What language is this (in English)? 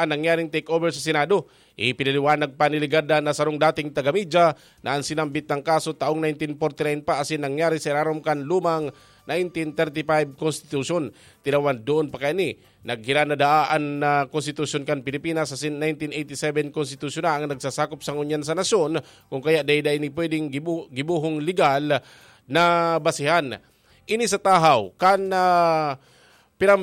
Bikol